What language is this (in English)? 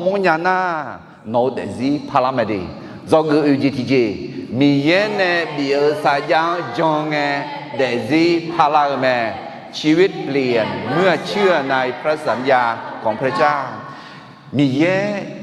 Akha